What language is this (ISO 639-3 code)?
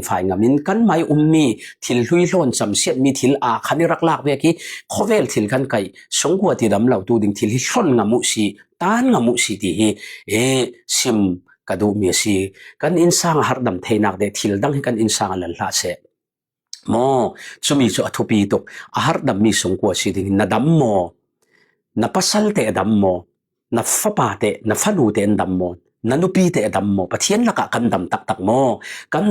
cfm